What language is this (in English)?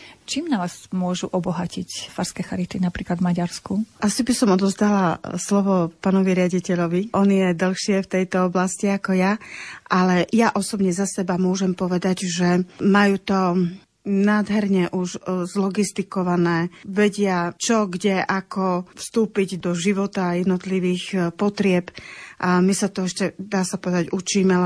Slovak